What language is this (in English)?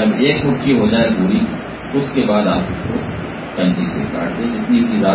Urdu